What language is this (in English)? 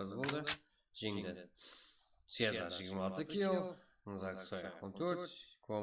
Kara-Kalpak